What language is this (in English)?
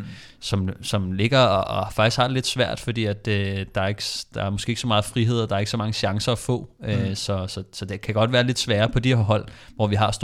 Danish